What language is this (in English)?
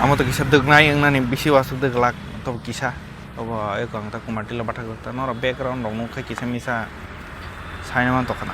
Kok Borok